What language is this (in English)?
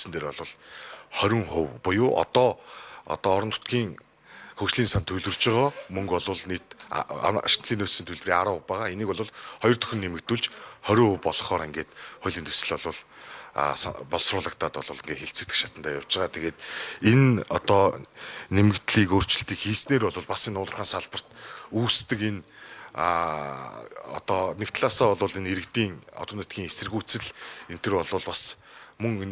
Mongolian